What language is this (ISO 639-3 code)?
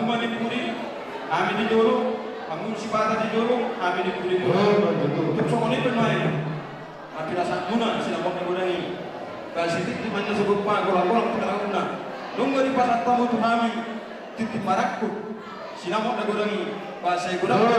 bbc